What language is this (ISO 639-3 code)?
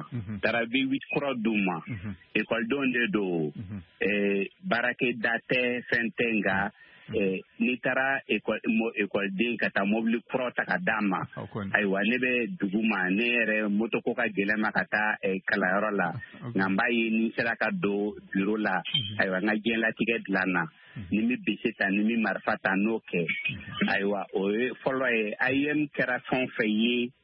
bam